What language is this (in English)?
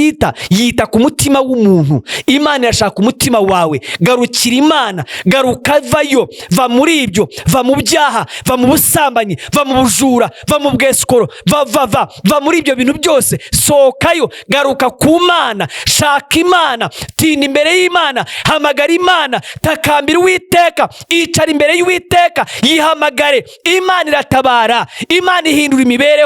Kinyarwanda